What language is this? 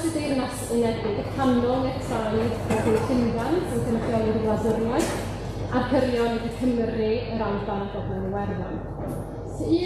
Welsh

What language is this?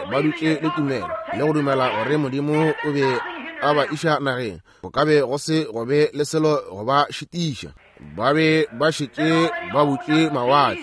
Northern Sotho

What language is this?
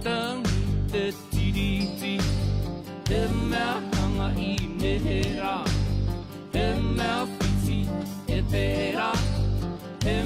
Māori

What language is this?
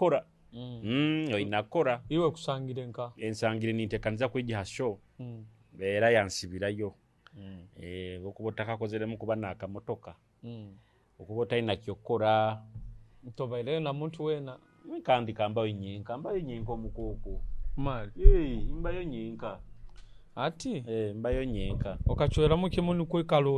Nyoro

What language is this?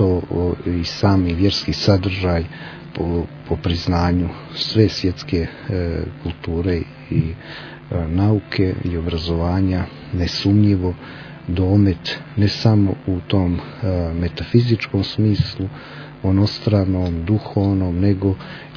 Serbian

